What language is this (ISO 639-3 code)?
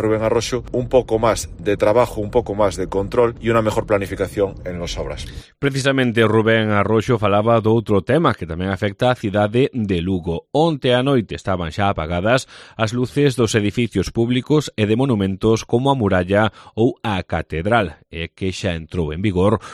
glg